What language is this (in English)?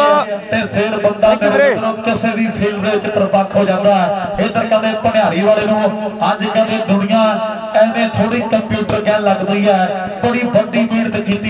Punjabi